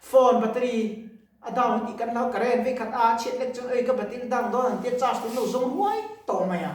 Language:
Mizo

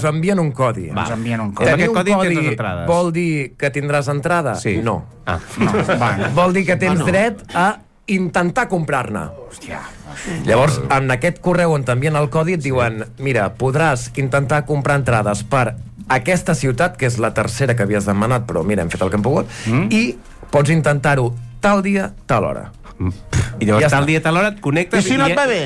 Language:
Catalan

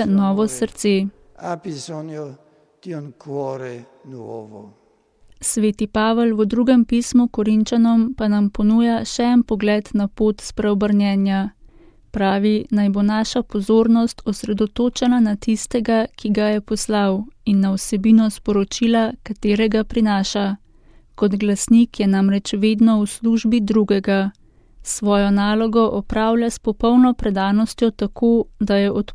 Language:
Slovenian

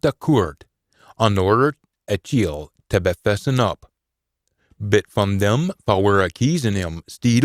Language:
Scots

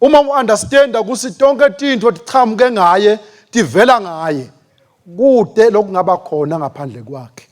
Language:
Swati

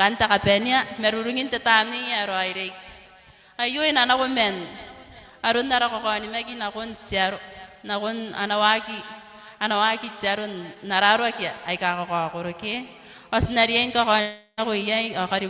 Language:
Gilbertese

